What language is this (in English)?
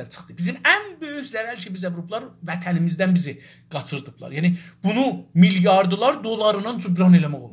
South Azerbaijani